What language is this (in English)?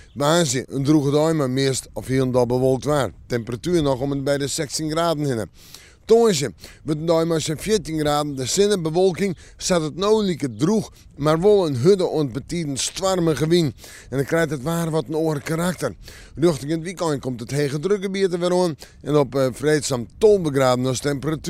Western Frisian